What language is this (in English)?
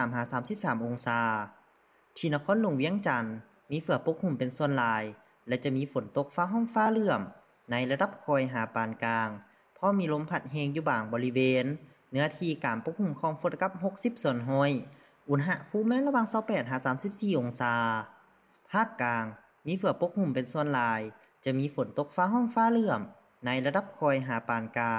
Lao